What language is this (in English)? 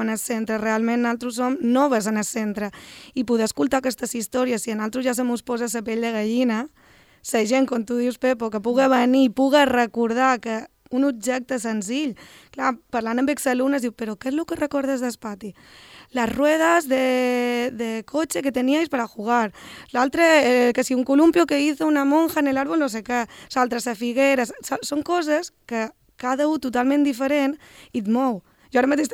Catalan